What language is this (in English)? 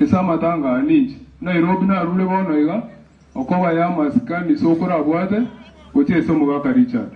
Gusii